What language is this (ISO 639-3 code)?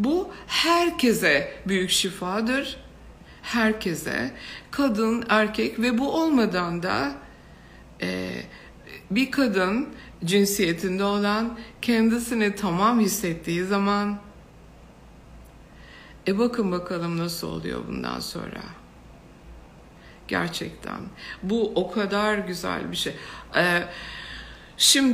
tur